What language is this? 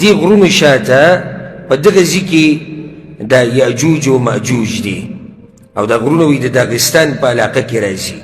Pashto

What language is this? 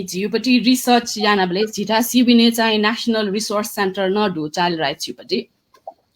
Newari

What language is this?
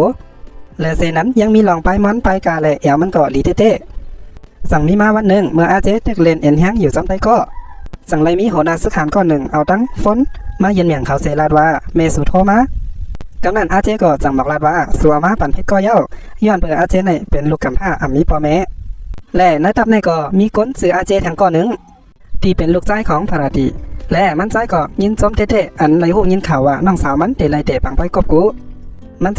Shan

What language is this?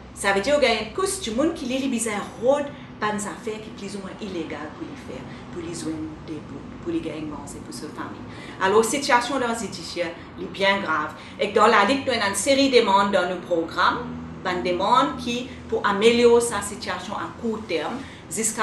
Morisyen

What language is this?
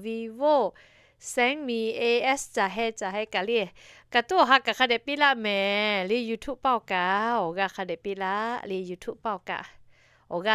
Lahu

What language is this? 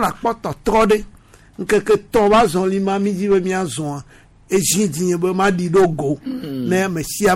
Gen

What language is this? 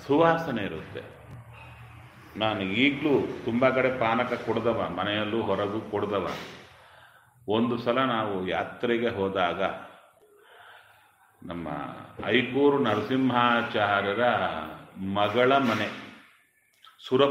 Kannada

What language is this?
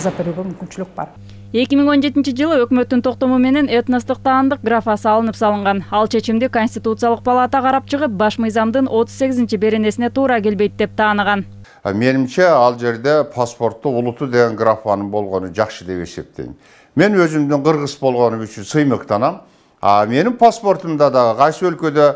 Kyrgyz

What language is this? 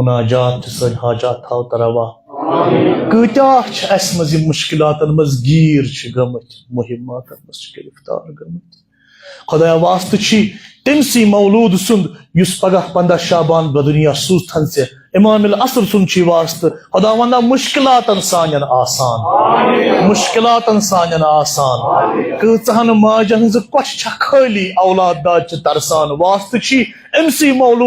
Kashmiri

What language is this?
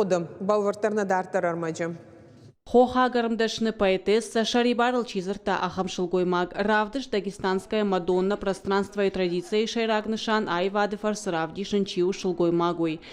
Ossetic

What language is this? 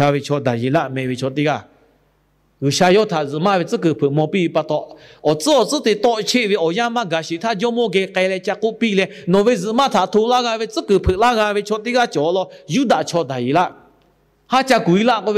Lahu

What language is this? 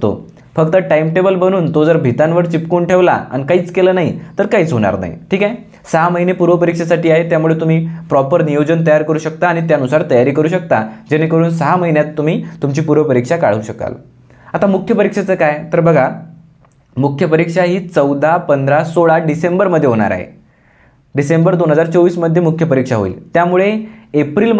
Marathi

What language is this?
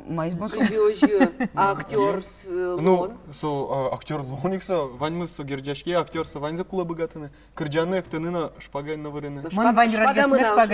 Udmurt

